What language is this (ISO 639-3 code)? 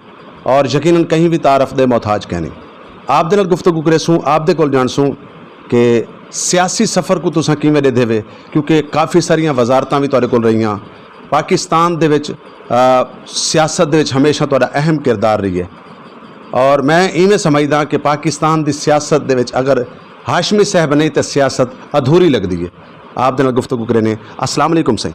skr